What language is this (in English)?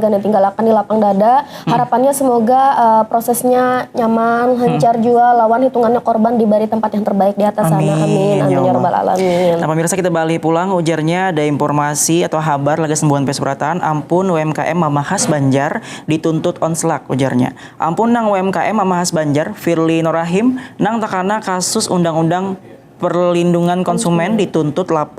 Banjar